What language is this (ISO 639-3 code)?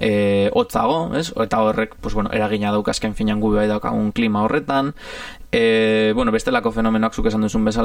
eus